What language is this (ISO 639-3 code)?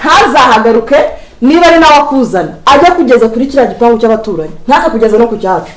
kin